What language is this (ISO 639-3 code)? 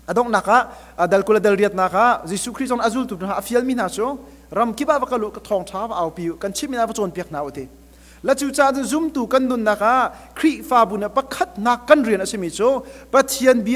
cnh